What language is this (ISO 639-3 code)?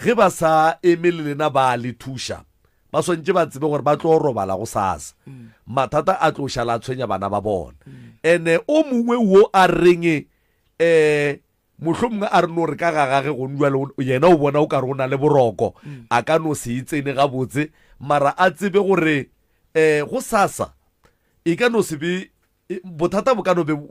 nso